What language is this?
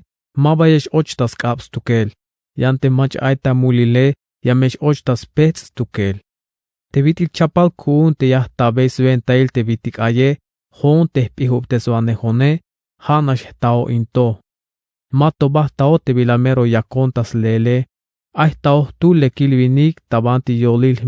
Tzeltal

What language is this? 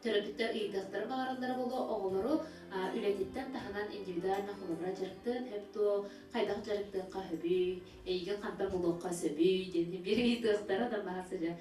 Yakut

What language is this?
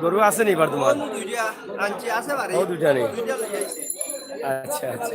Sylheti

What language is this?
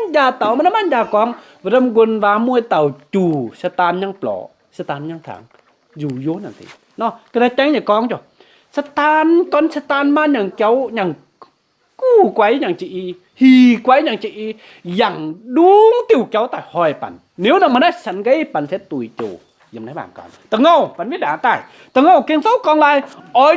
Kim Mun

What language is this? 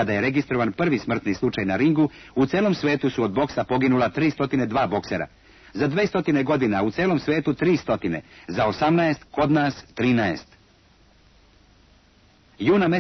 Serbian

